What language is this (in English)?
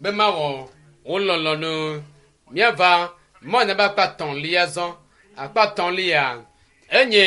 Ewe